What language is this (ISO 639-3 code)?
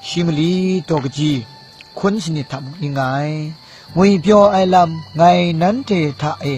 kac